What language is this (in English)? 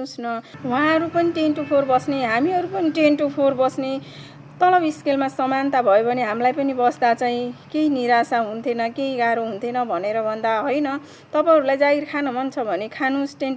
Nepali